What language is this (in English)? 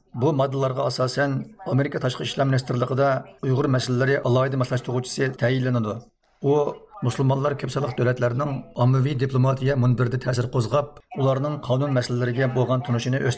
Uyghur